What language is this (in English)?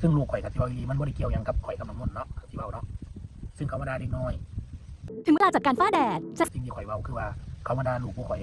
Northeastern Thai